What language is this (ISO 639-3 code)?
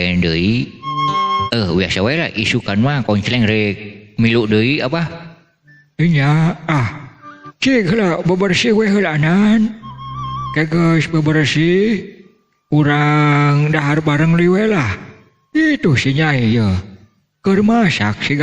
sun